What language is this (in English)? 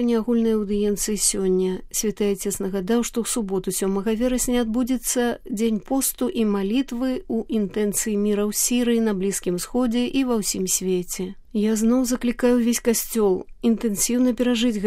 Belarusian